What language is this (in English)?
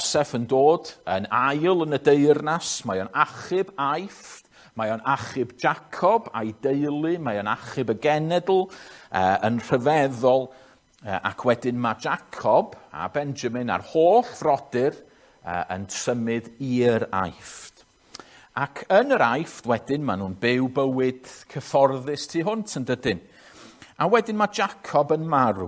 Welsh